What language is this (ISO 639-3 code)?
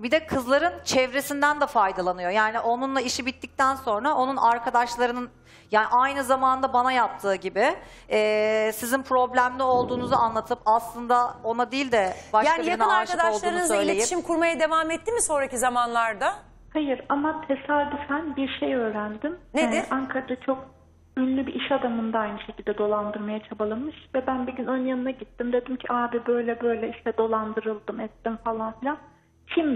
tur